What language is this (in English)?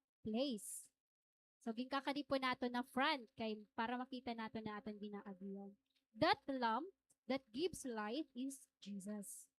Waray